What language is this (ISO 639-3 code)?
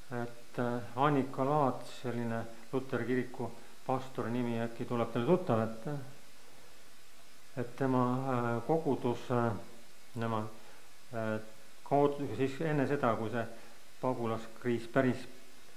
est